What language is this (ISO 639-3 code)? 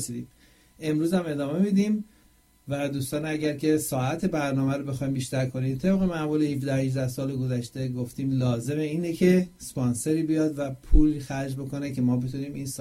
fas